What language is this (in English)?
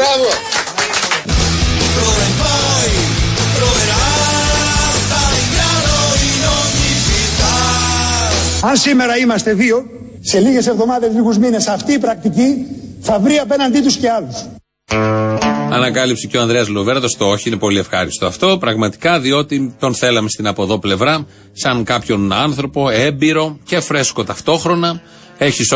Greek